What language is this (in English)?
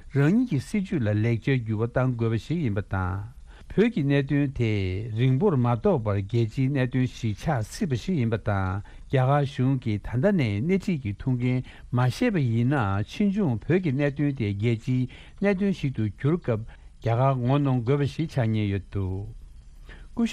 Tibetan